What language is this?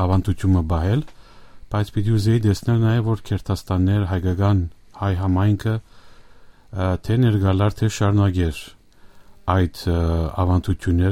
Armenian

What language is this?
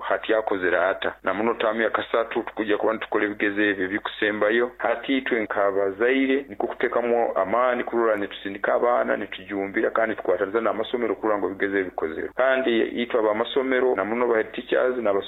Nyoro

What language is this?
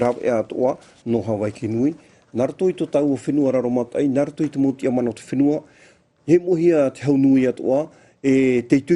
Tahitian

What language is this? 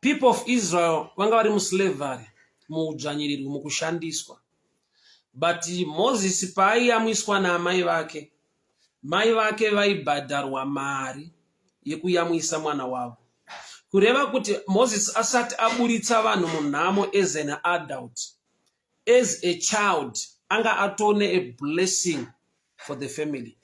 Shona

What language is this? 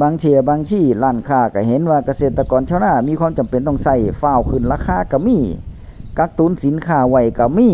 Northeastern Thai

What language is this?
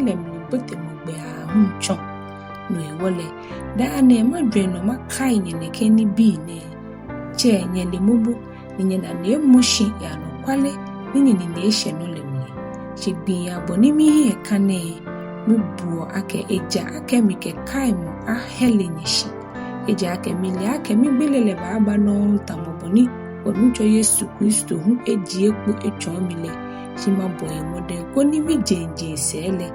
Ga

